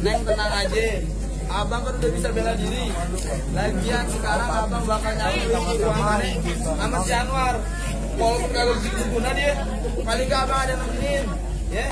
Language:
Betawi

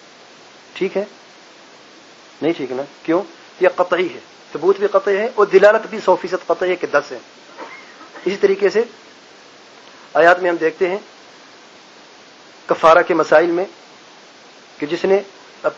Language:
Urdu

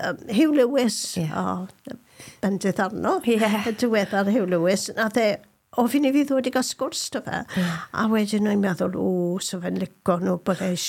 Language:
Welsh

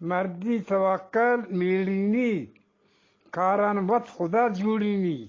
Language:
Eastern Balochi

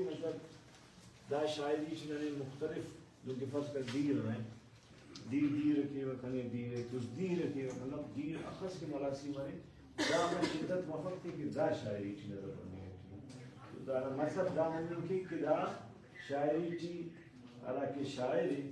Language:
Brahui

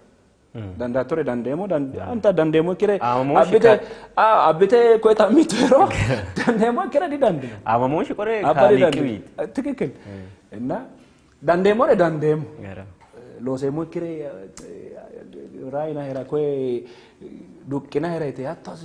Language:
Sidamo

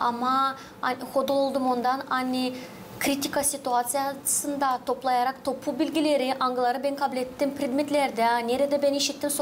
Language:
Gagauz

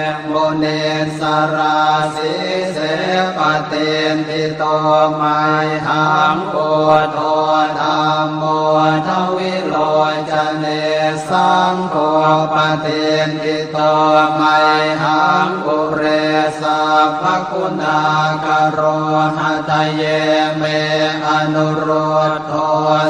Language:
Pali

